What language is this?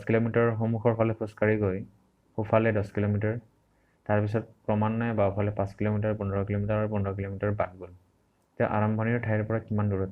Assamese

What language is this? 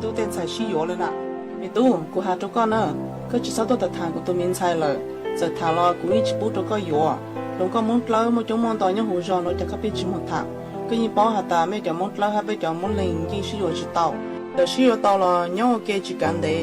Hmong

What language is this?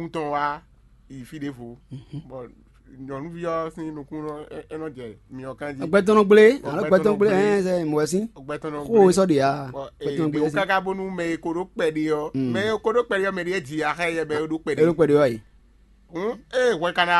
Fon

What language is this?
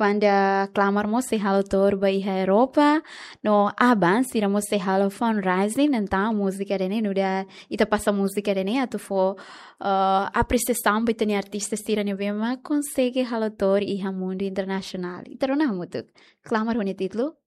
Tetum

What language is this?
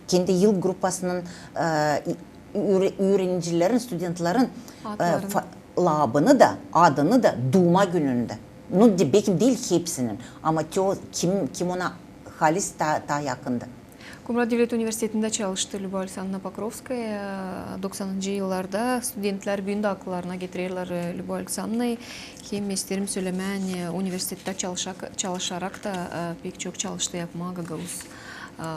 Gagauz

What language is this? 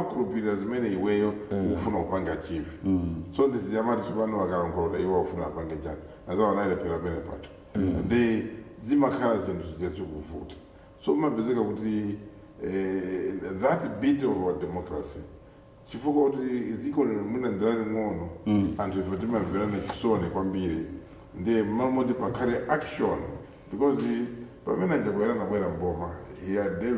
Nyanja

